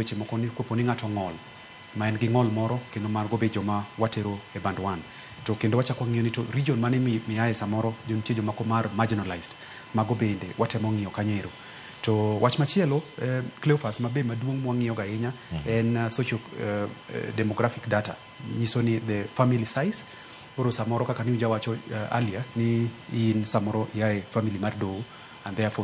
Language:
Luo (Kenya and Tanzania)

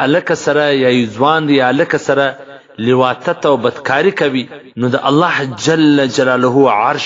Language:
Pashto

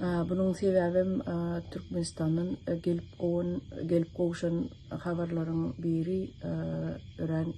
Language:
Turkmen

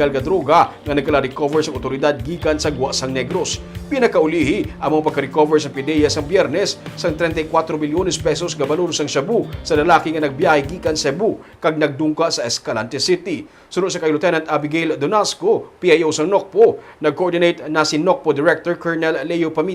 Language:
Hiligaynon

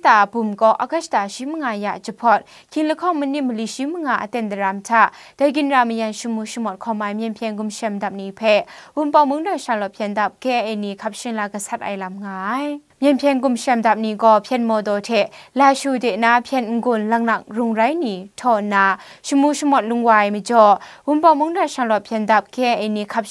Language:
Kachin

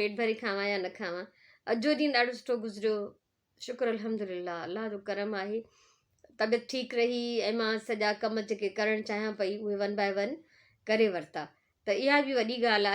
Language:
Sindhi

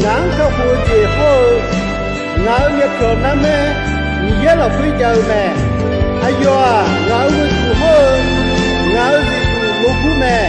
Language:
Akha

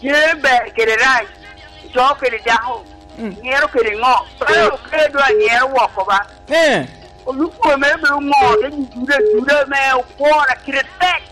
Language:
Lango (Uganda)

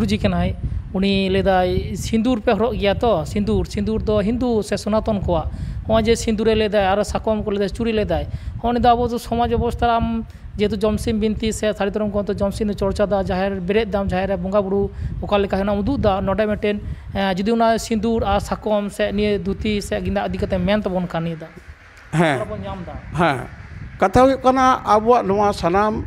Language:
Santali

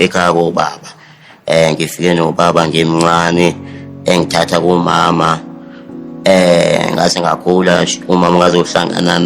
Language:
Zulu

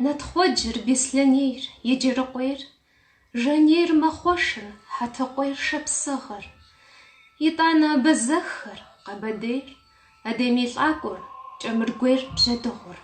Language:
Kabardian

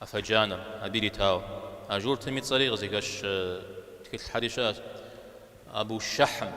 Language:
Kabardian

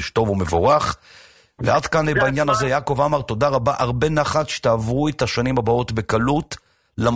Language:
Hebrew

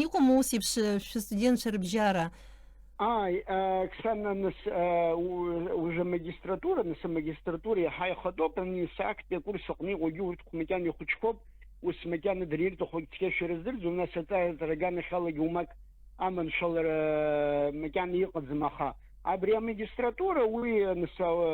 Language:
Abkhazian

